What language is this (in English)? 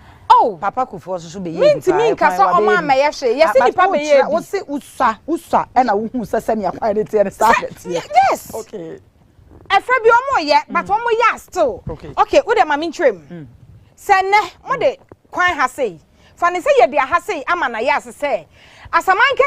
Akan